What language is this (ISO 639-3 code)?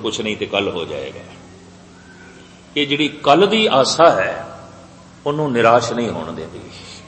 pan